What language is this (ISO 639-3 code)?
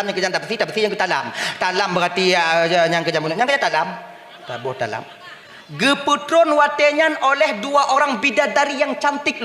ace